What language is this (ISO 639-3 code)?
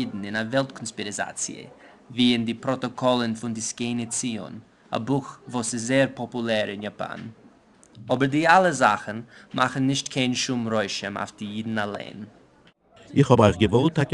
yid